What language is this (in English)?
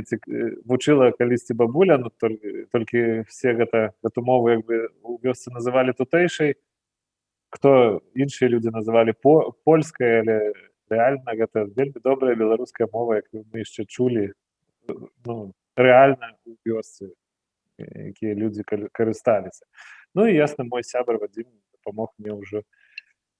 Belarusian